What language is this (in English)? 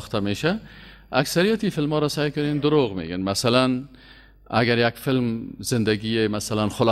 Persian